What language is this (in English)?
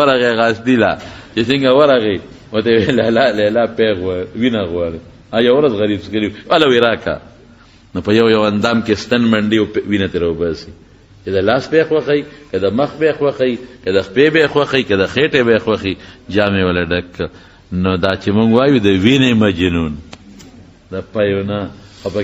Pashto